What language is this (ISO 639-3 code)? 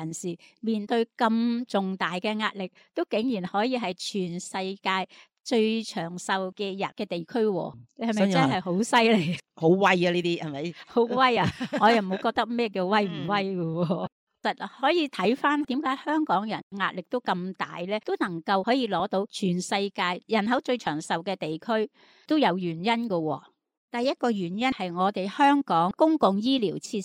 yue